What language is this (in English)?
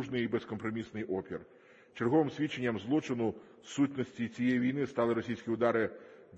Ukrainian